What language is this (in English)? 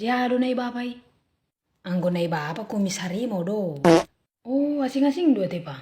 Batak Toba